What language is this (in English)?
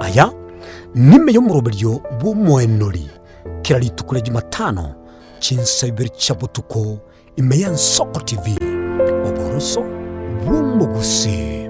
Gusii